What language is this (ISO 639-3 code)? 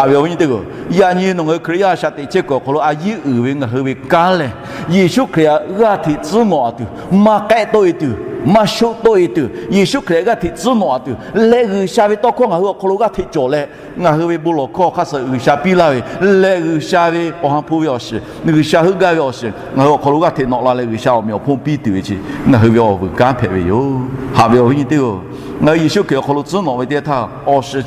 lhu